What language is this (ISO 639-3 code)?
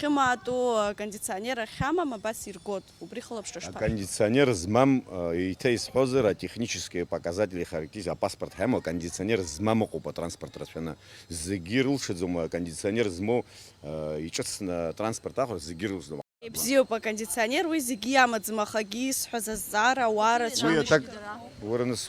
abk